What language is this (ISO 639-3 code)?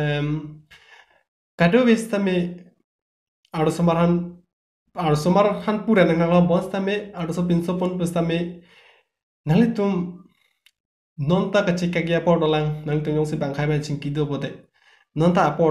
mjw